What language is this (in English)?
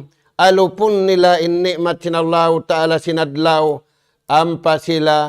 Tausug